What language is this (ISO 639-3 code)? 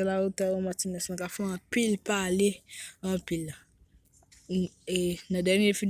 hat